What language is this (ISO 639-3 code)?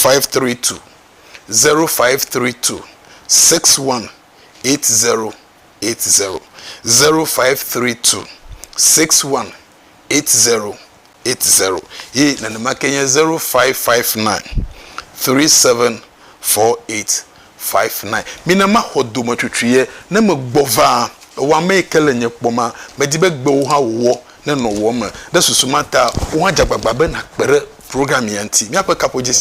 ewe